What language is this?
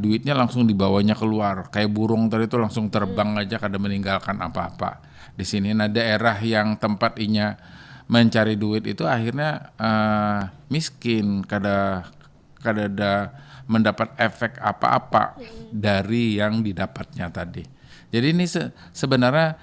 Banjar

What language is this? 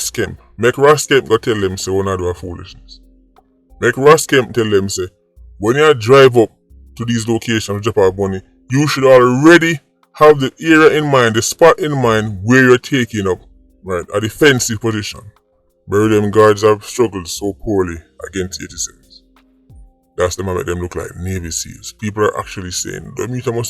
Jamaican Creole English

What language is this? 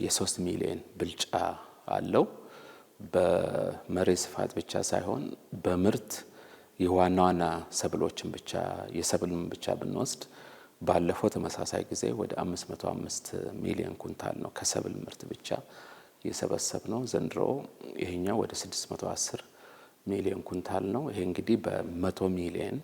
Amharic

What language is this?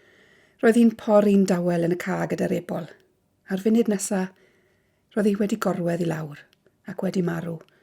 Welsh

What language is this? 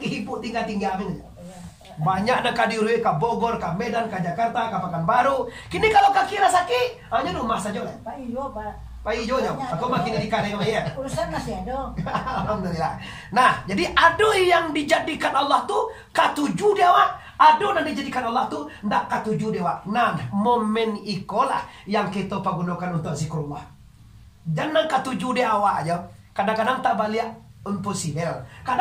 Minangkabau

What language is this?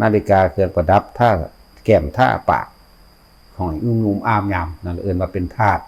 Northeastern Thai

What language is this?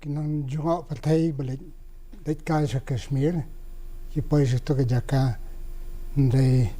Khasi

